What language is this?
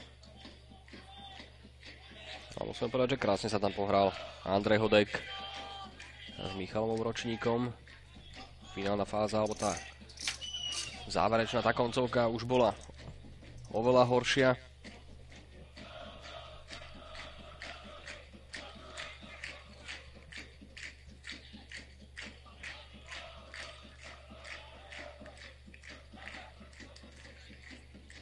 Slovak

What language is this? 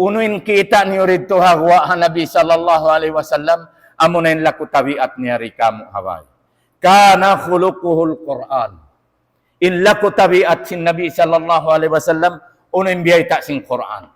Tausug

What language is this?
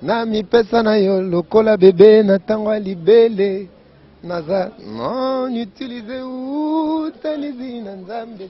Lingala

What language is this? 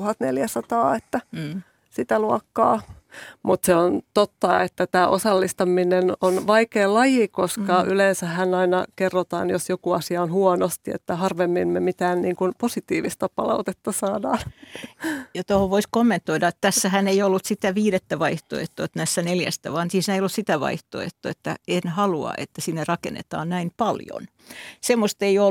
Finnish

